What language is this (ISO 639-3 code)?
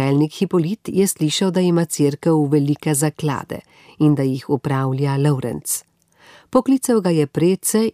slv